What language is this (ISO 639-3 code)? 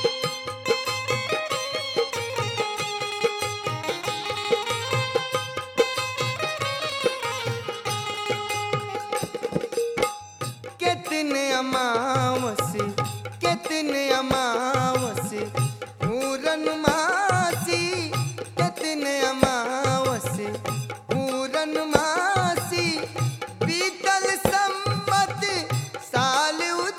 bho